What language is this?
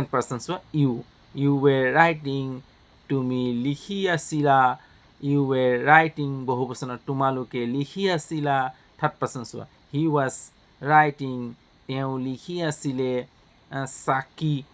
Assamese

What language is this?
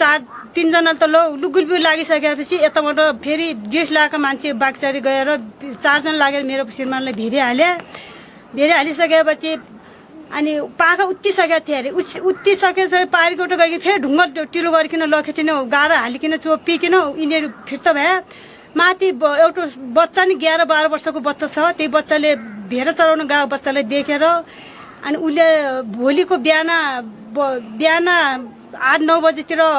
Nepali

